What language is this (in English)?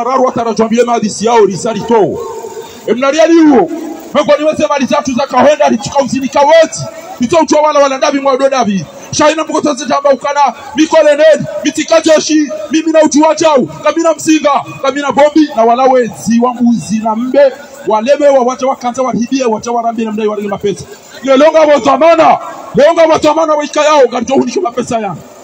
Swahili